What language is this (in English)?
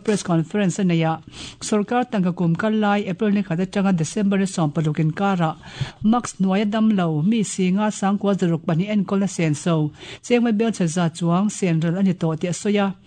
Mizo